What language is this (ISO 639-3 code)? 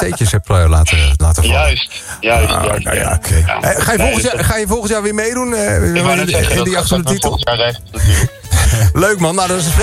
nld